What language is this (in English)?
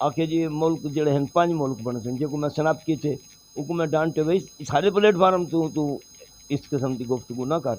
Saraiki